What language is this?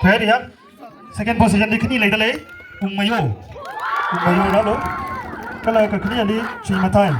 Tangkhul Naga (India)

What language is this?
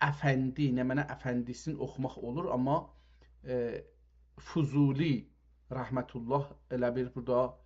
South Azerbaijani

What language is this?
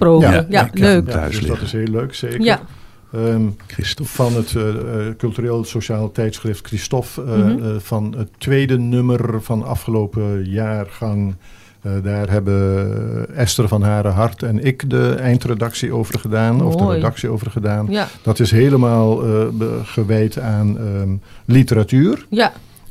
Dutch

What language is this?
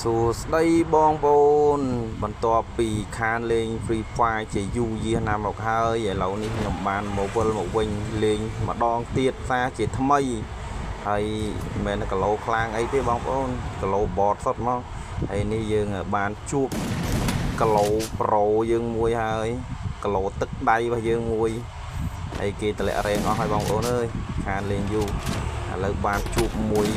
Khmer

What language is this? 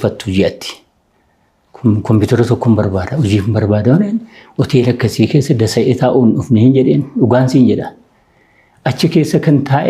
Oromo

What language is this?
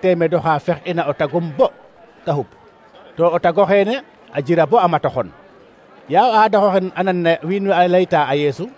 Serer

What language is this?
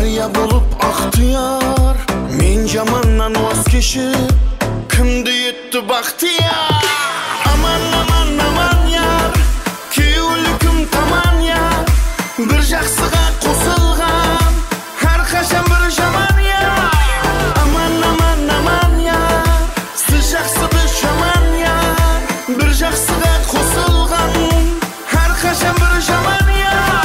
Kara-Kalpak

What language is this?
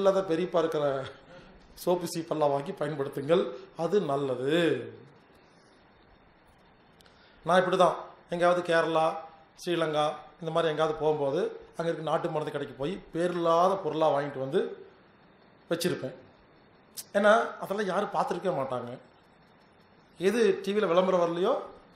Tamil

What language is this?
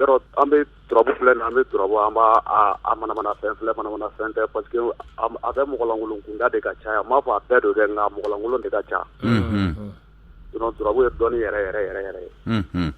Bambara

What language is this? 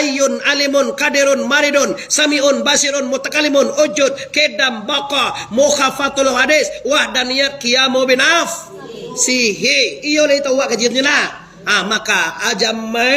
Minangkabau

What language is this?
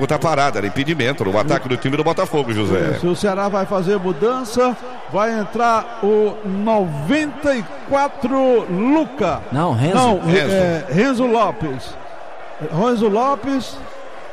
Portuguese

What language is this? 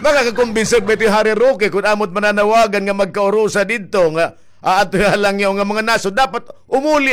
Waray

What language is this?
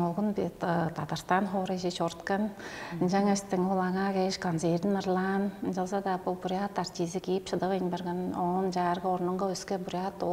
Tuvinian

